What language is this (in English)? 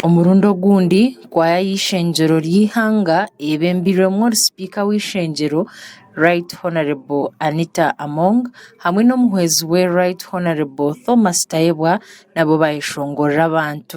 Nyankole